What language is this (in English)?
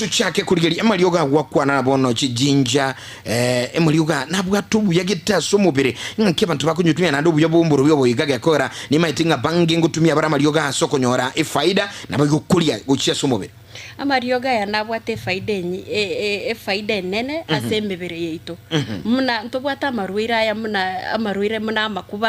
Gusii